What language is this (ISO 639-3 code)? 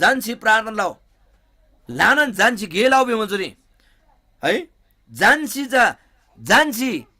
taj